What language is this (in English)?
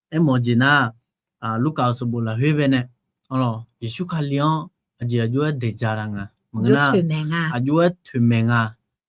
Akha